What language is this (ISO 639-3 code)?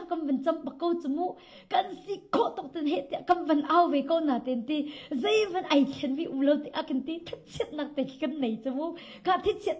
cnh